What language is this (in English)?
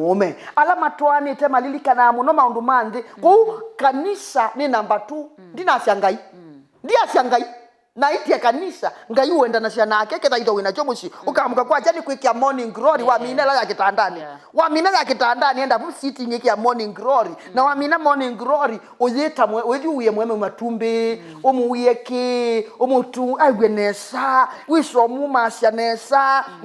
Kamba